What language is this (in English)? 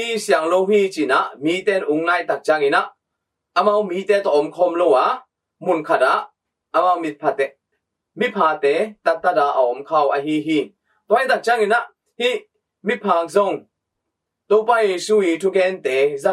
Tedim Chin